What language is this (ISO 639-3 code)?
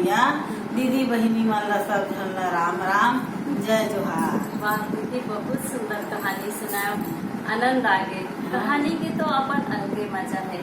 hne